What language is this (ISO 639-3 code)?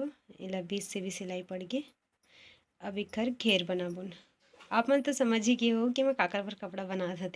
hne